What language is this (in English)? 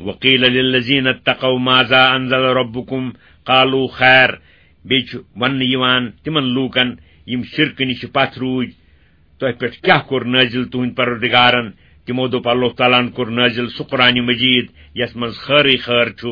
Kashmiri